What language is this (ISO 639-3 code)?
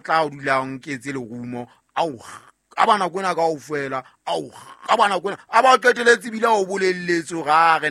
sot